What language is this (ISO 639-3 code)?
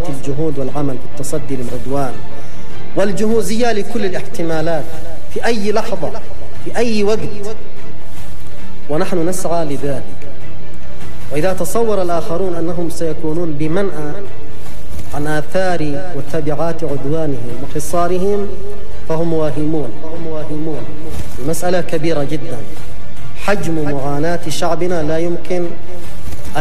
ara